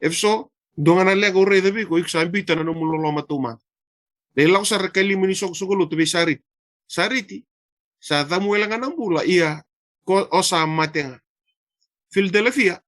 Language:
Fijian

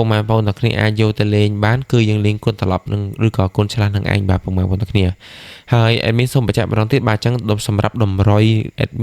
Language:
Khmer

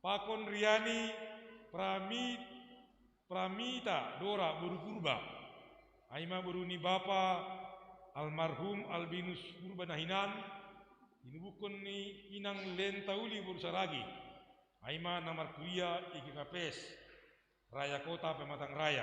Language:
Batak Simalungun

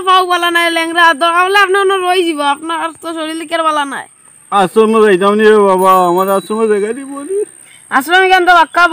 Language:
Sylheti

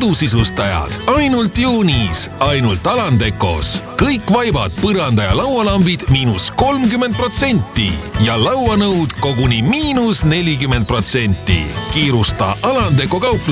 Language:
Estonian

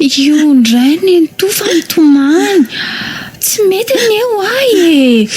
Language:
Malagasy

